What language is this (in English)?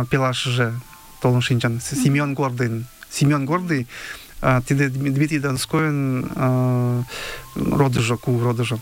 Mari